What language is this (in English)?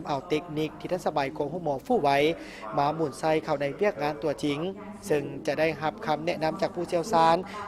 Lao